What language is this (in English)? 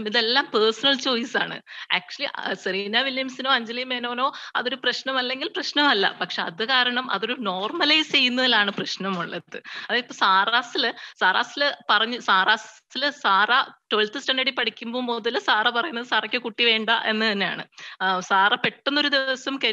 Malayalam